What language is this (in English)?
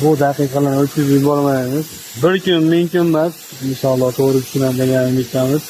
Uzbek